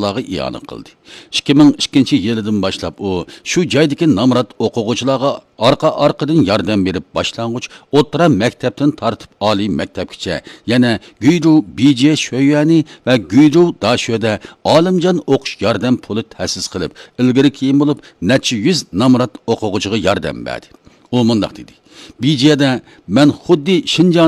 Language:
Uyghur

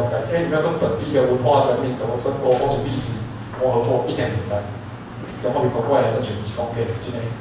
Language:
Min Nan Chinese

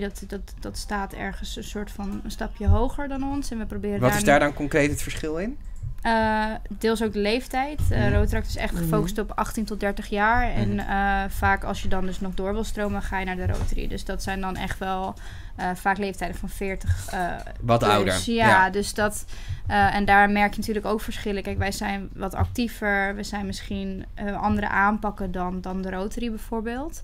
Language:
Dutch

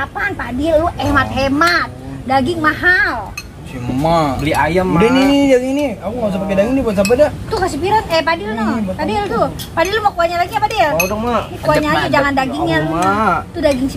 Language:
Betawi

